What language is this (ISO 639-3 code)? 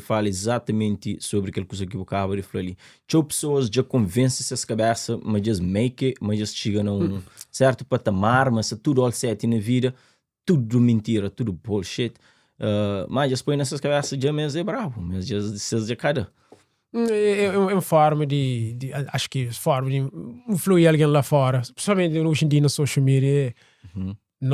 kea